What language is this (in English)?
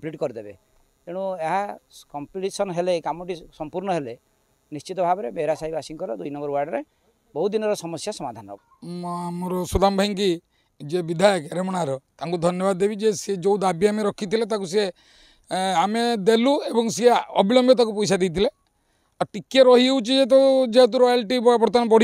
Odia